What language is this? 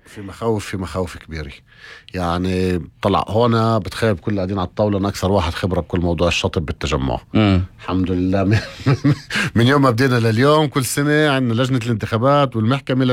North Levantine Arabic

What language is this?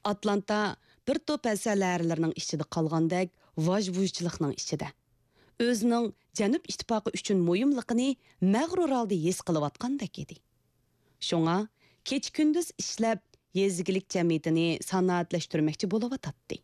Uyghur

